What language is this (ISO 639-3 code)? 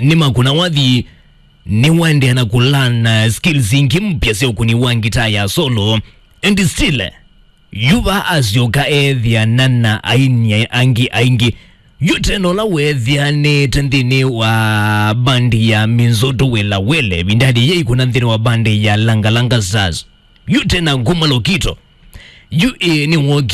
kam